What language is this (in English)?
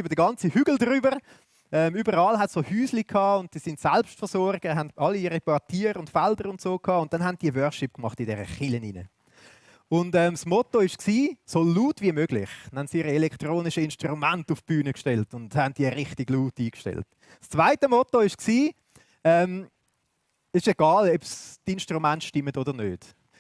Swiss German